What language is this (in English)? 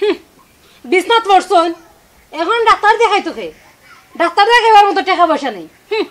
Sylheti